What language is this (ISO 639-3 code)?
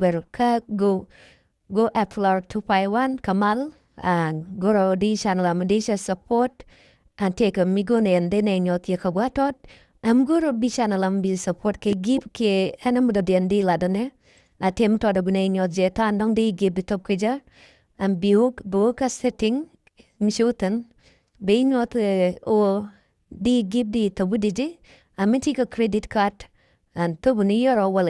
nus